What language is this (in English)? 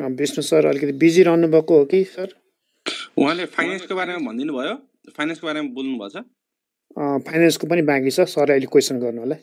Nepali